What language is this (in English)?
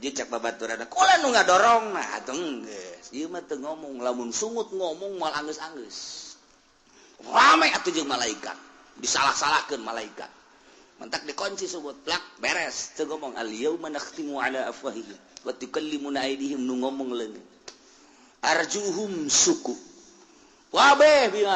Sundanese